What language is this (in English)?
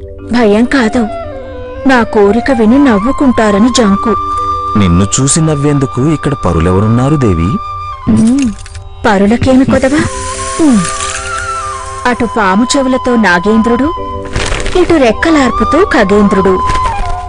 Telugu